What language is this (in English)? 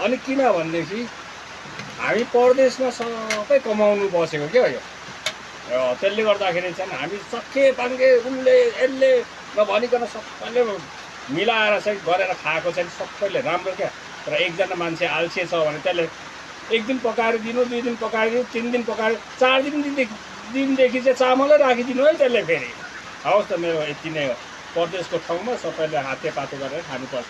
Nepali